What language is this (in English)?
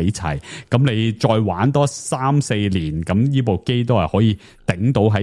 Cantonese